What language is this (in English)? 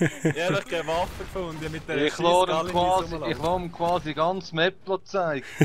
Swiss German